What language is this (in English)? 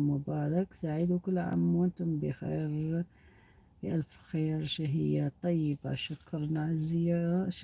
Algerian Arabic